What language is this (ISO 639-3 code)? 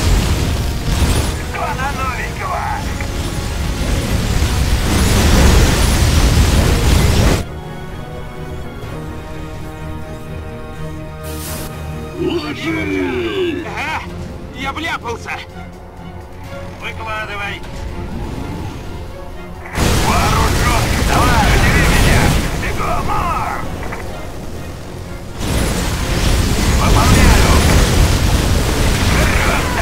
rus